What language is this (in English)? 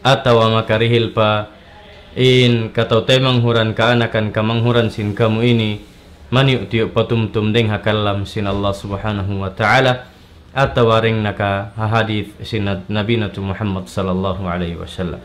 Tausug